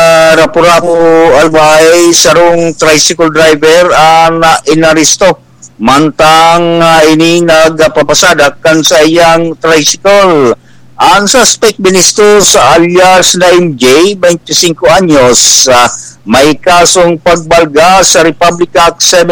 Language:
Bikol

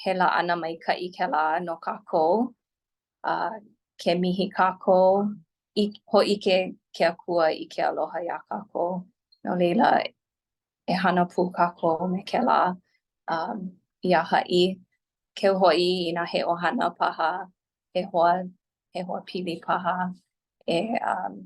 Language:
Hawaiian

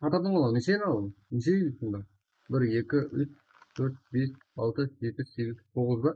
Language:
Kara-Kalpak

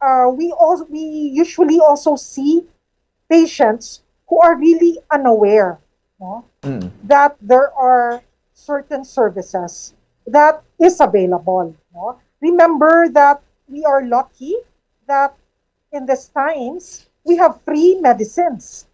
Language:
Hiligaynon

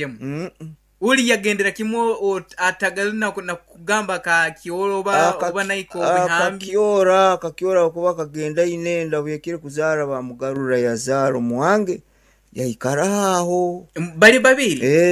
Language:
Nyankole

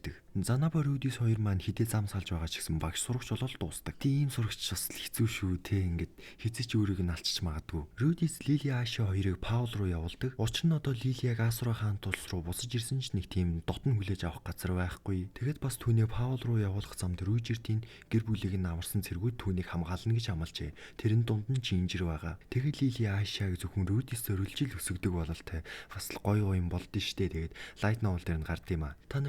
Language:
Mongolian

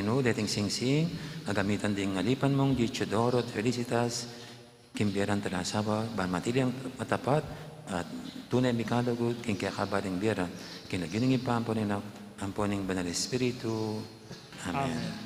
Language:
Pampanga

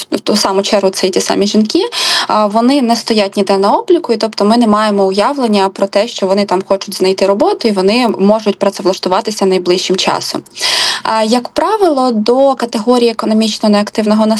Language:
Ukrainian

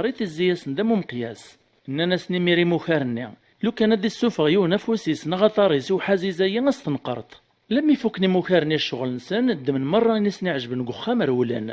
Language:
Kabyle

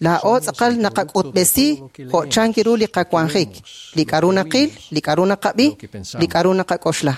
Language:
Kekchí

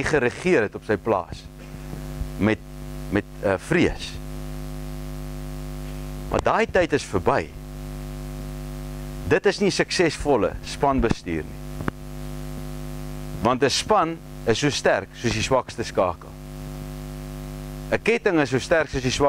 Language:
Afrikaans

